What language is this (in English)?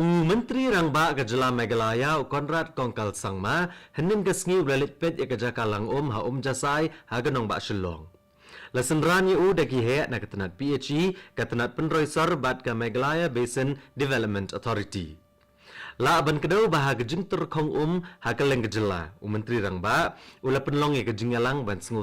Khasi